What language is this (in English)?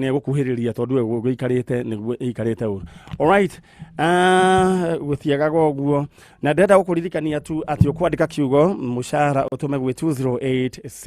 Kikuyu